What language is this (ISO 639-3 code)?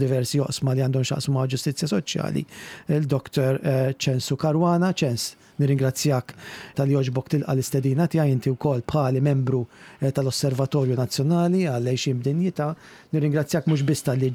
mlt